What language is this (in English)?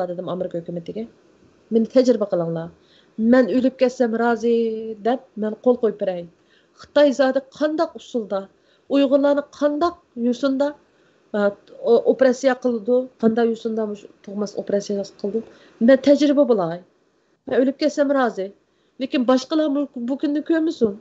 Uyghur